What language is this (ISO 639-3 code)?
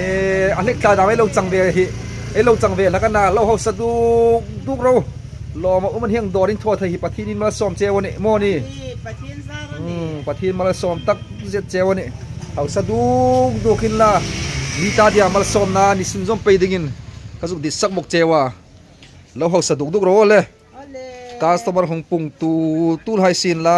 hmr